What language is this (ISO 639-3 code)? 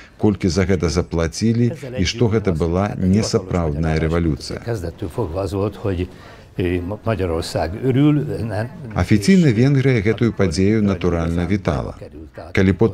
bel